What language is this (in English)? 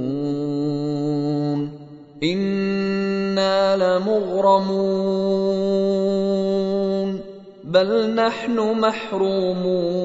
Arabic